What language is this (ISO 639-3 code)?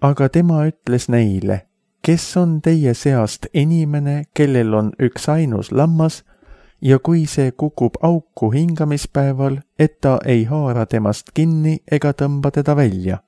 est